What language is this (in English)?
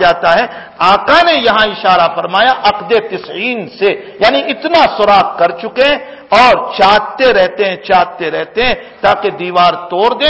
Urdu